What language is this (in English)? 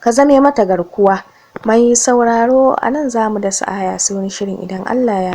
Hausa